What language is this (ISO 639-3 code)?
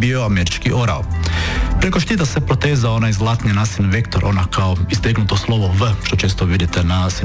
hrv